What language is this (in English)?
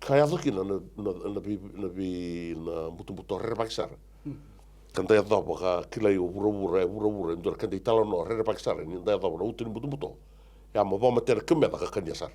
Fijian